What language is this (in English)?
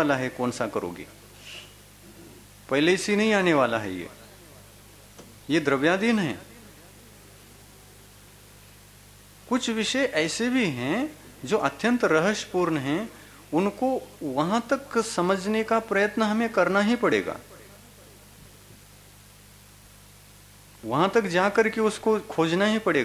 Hindi